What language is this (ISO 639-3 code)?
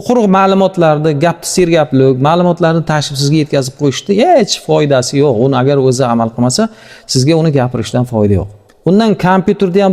uzb